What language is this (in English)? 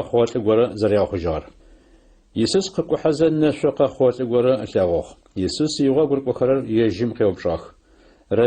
Adyghe